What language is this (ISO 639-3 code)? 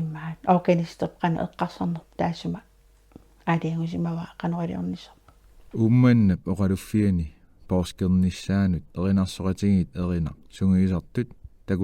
kal